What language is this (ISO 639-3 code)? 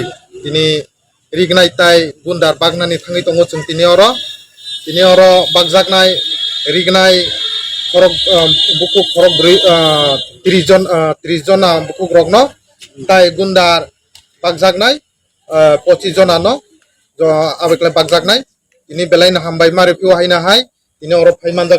trp